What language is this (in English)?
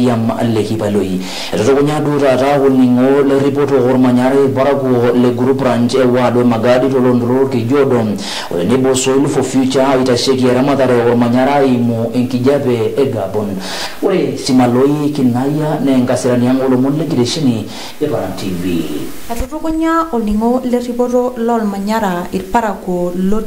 Masai